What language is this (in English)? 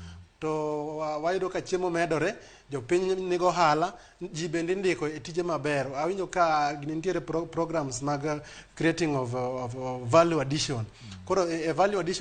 Luo (Kenya and Tanzania)